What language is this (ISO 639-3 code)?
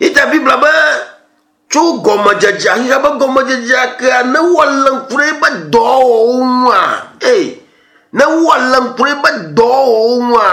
ewe